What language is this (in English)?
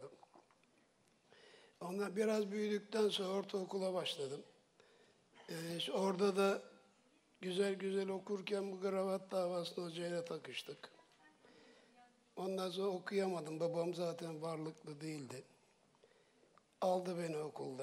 Turkish